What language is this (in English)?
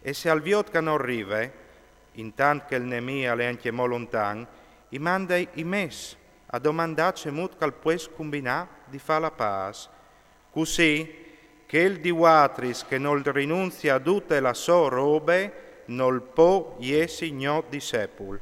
Friulian